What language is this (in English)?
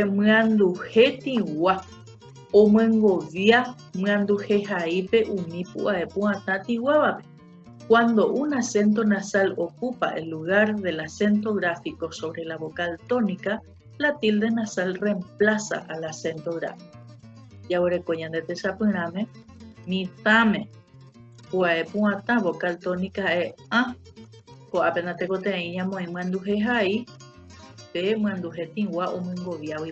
Guarani